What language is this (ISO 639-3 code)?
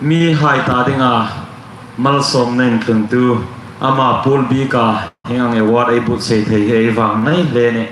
hmr